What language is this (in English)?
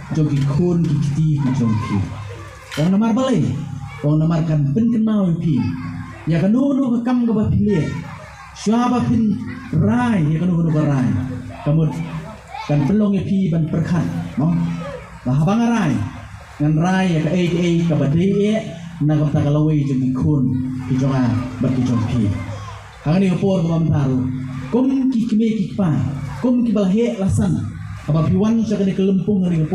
Khasi